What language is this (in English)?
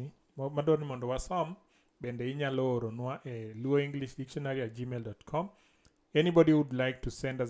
Luo (Kenya and Tanzania)